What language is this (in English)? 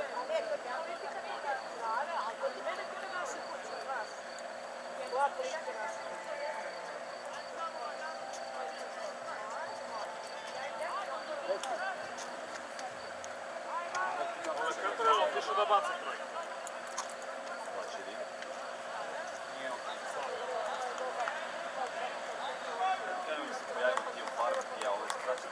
Croatian